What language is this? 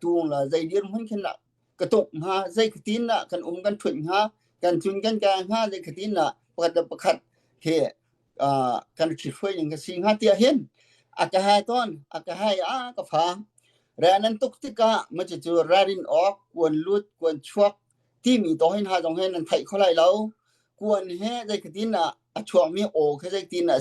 Hakha Chin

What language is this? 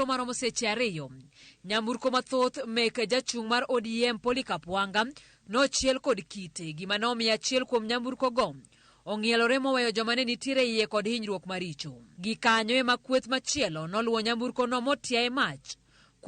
Luo (Kenya and Tanzania)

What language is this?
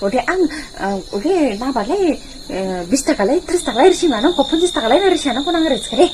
Dimasa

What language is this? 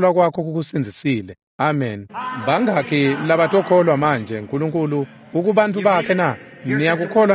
Swati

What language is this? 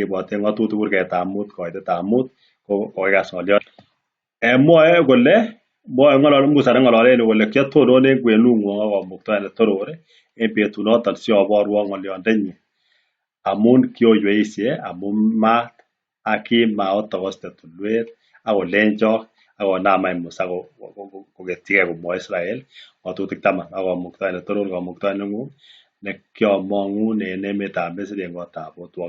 Kalenjin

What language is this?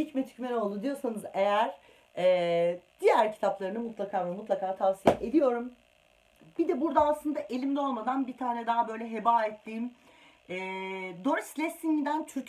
Turkish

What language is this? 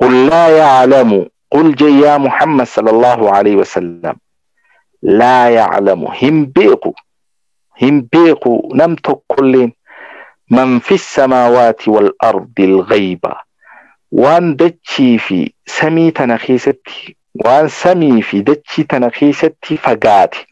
Oromo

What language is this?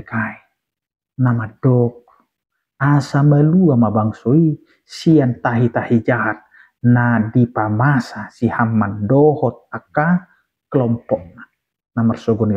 Batak Toba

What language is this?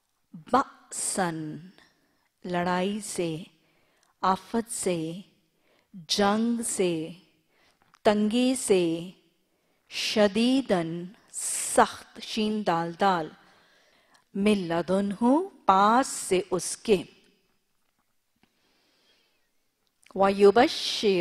Urdu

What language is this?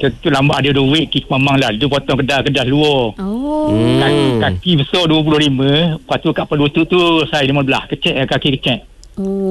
Malay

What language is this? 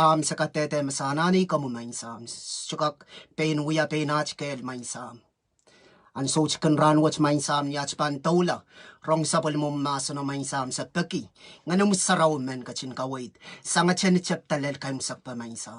Pohnpeian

